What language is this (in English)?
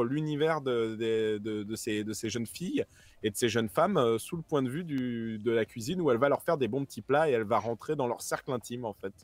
French